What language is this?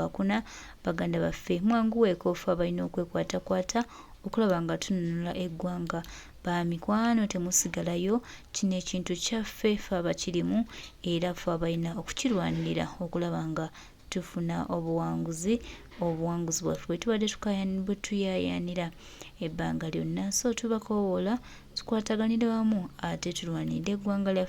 Ganda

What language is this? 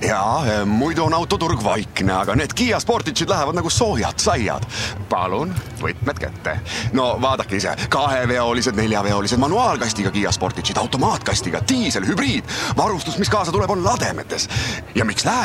Estonian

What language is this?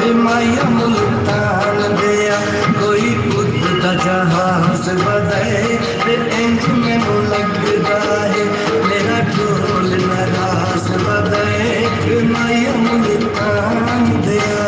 Saraiki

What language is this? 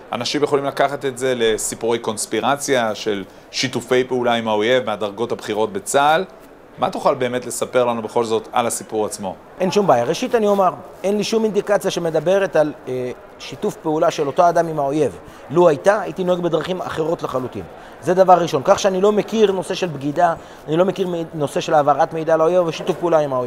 Hebrew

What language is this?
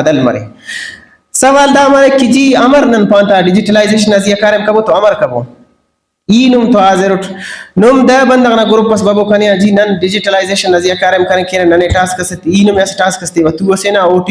Brahui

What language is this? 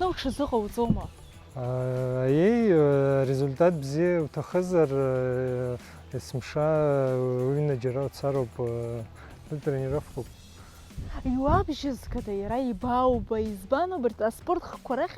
Abkhazian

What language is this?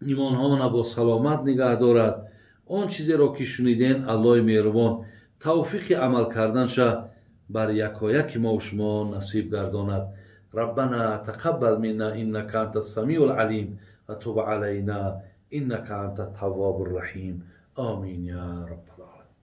Tajik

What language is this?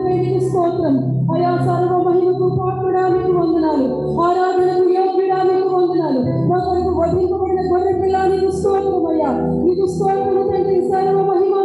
Telugu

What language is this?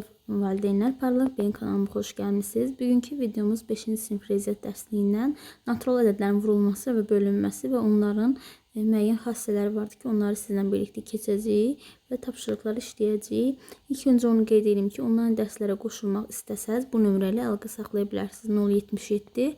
Azerbaijani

